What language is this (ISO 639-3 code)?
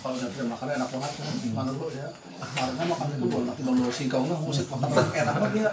bew